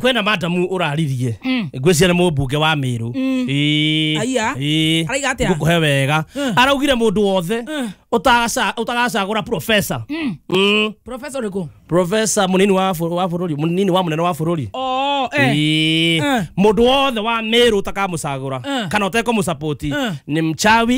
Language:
Kikuyu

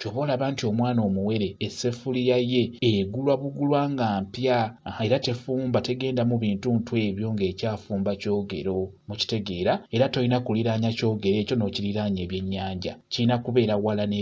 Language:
Ganda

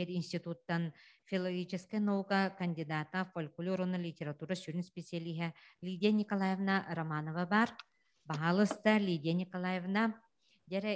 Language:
Yakut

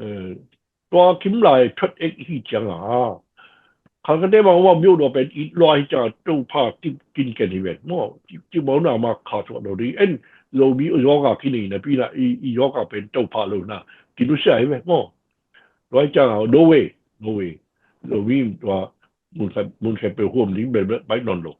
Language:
Tedim Chin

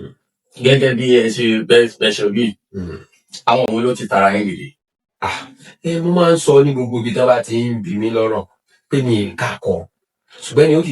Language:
Yoruba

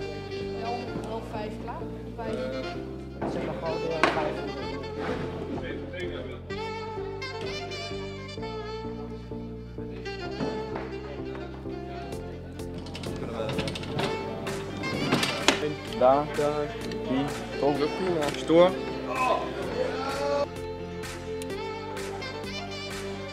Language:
Dutch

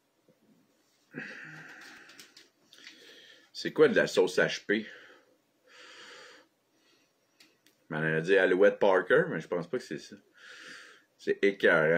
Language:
French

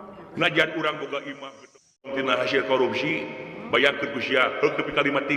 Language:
Sundanese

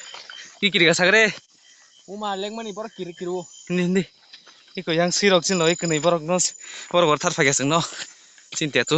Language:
Kok Borok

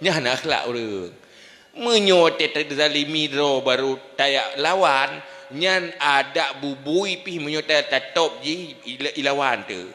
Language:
Achinese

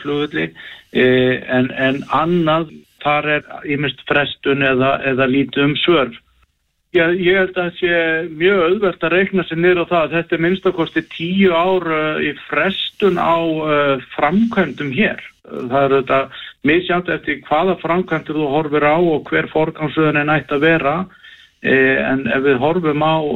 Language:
Icelandic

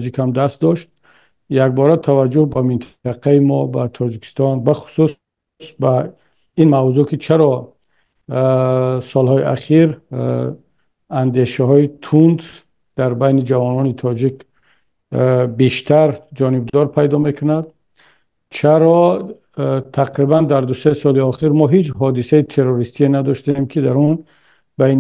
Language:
Tajik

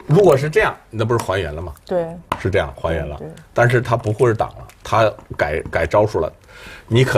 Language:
Chinese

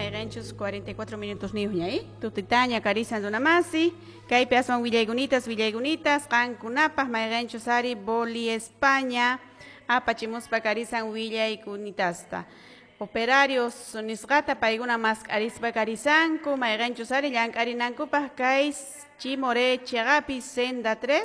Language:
Quechua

